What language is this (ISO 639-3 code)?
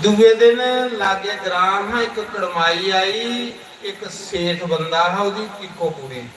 doi